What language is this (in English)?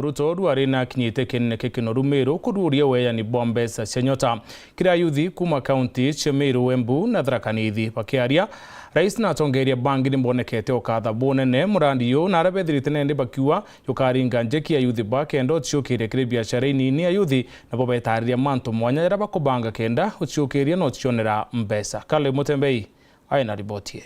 Meru